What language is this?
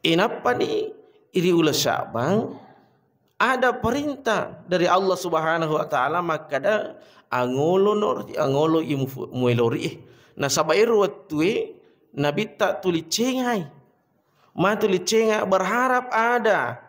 Buginese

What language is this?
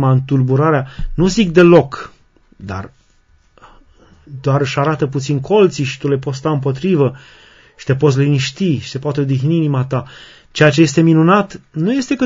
Romanian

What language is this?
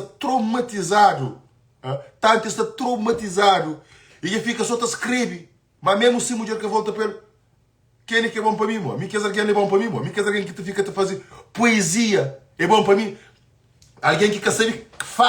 Kabuverdianu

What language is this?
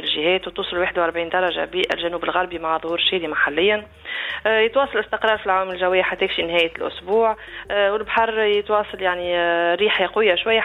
Tunisian Arabic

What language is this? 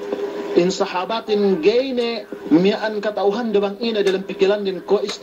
Yakan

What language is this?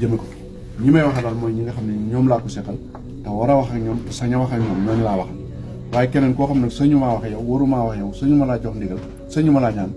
Wolof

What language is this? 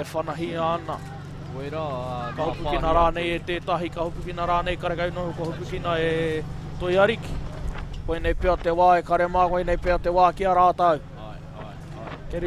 Māori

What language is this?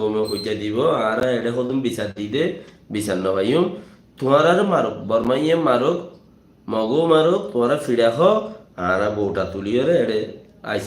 Rohingya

